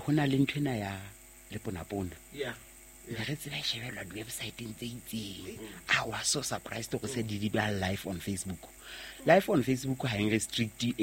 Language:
Southern Sotho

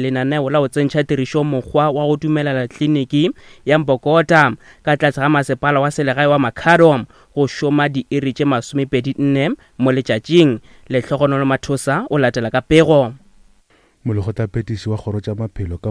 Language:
Northern Sotho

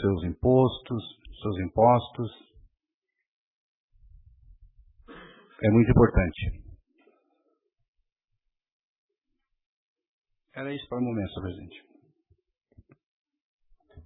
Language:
Portuguese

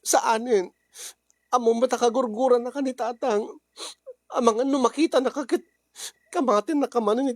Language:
Iloko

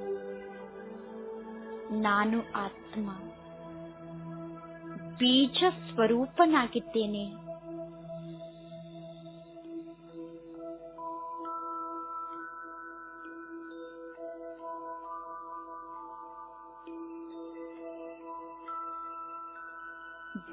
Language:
Kannada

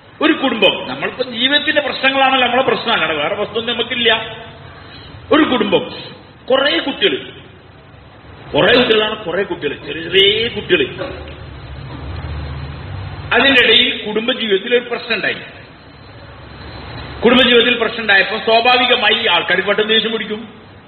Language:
Malayalam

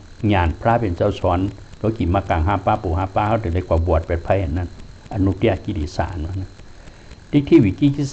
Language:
Shan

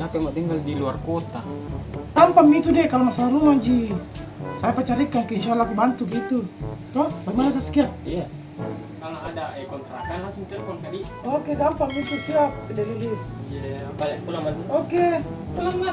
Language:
Makassar Malay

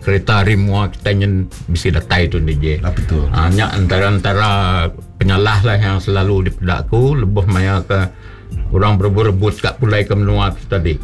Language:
Iban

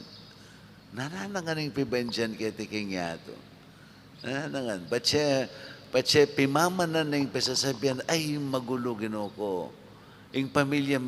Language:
Pampanga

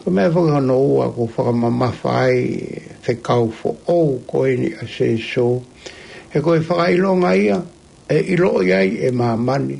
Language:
Tongan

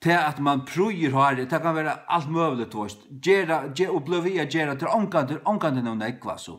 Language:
Faroese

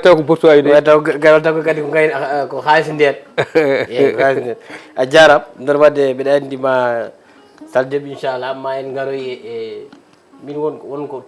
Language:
Fula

